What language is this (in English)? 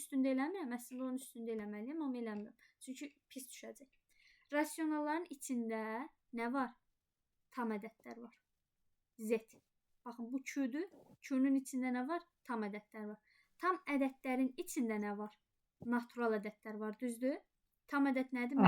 Azerbaijani